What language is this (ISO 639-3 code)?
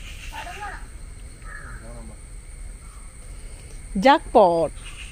mal